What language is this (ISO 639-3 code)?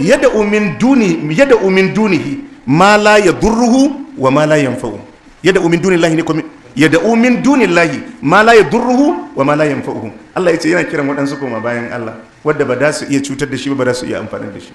hau